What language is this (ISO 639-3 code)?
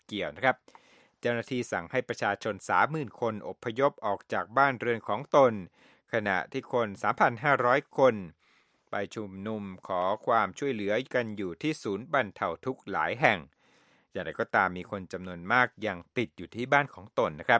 tha